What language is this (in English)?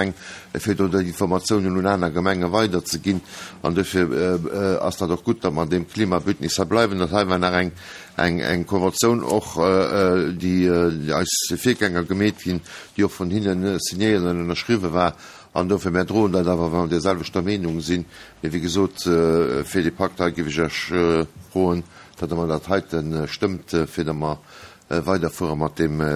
Luxembourgish